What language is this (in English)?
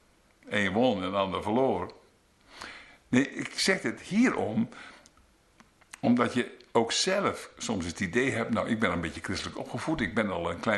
Dutch